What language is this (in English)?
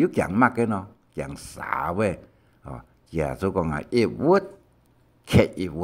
Hakka Chinese